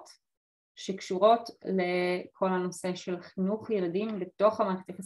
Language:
Hebrew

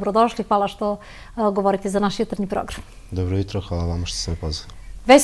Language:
Serbian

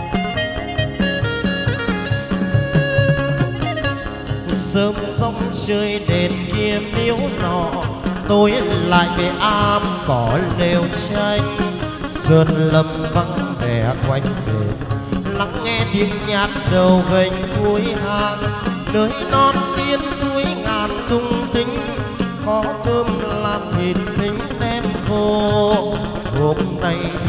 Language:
Vietnamese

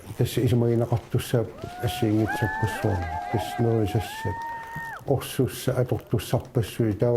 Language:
Kalaallisut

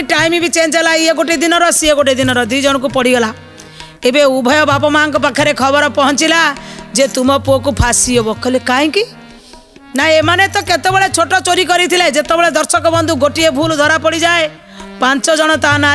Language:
Odia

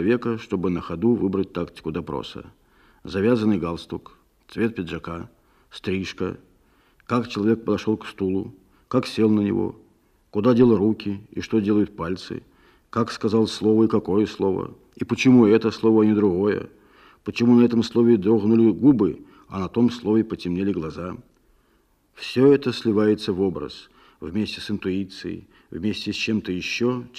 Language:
Russian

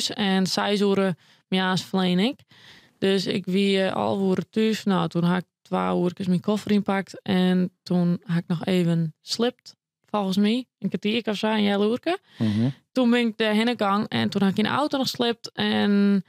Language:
Western Frisian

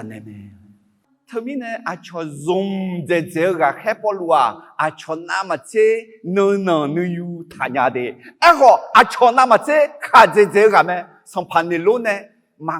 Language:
Akha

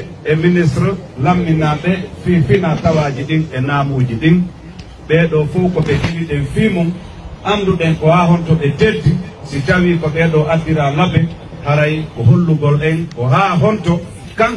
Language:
Fula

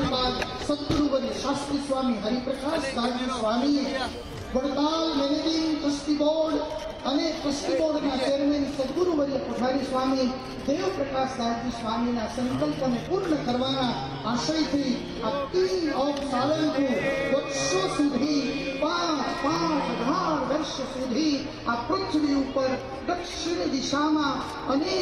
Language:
Gujarati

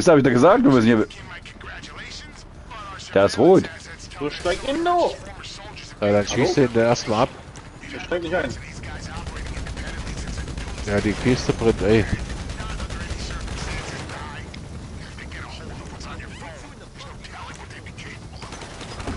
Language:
German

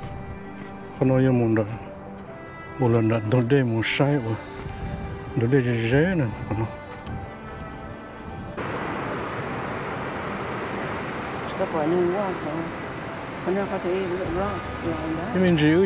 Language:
Vietnamese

